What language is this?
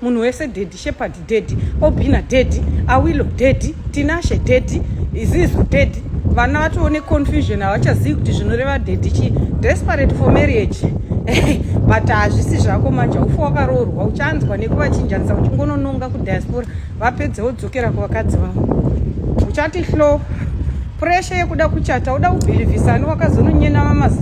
Shona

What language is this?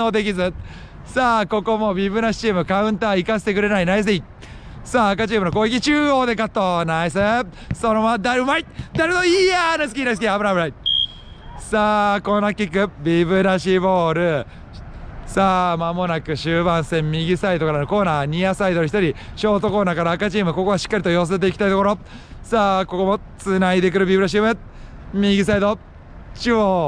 Japanese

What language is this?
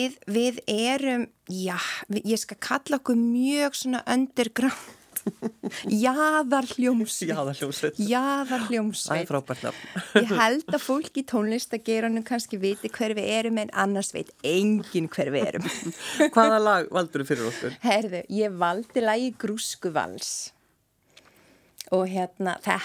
Icelandic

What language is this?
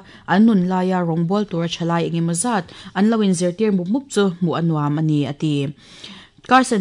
Mizo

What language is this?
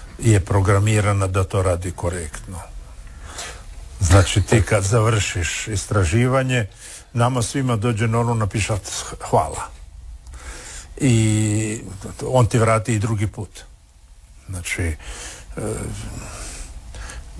Croatian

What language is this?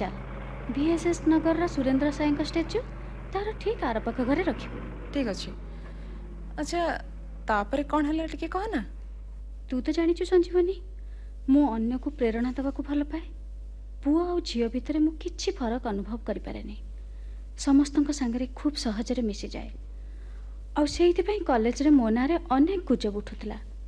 Odia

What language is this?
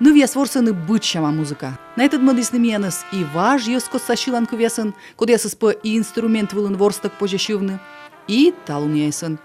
Komi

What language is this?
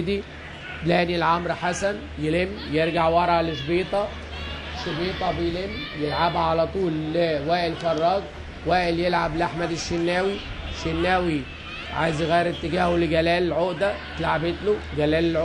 Egyptian Arabic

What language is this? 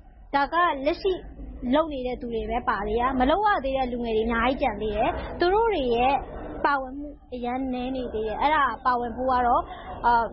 Burmese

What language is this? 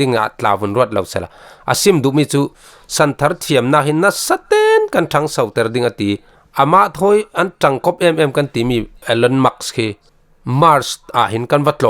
Falam Chin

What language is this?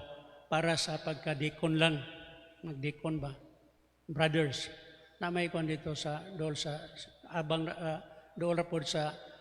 Cebuano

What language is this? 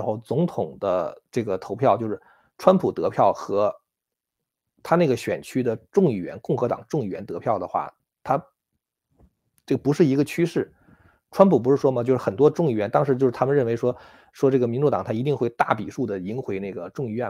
Chinese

